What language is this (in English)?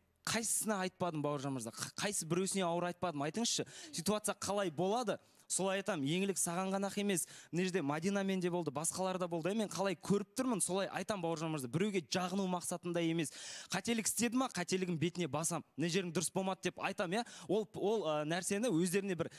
Kazakh